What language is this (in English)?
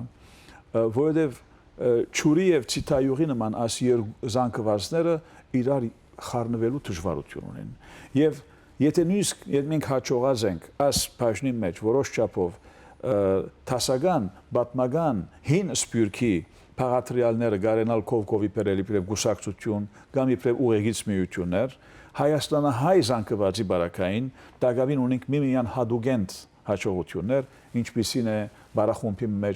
Western Armenian